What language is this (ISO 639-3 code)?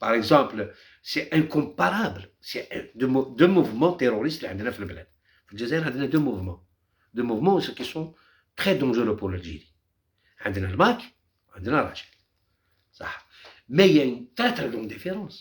arq